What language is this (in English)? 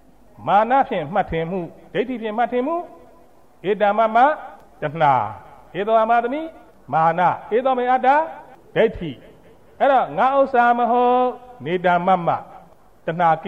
Burmese